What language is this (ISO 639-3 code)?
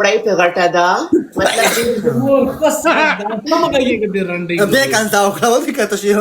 pus